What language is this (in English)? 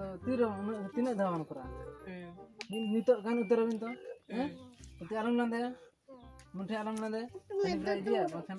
Santali